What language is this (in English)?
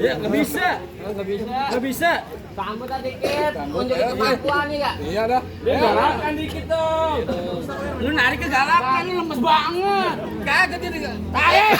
Betawi